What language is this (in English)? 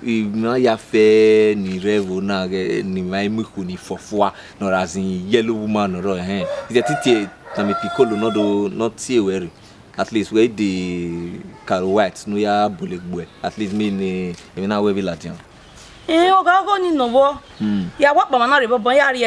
Bini